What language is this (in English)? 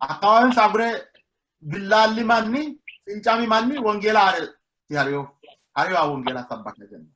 Sidamo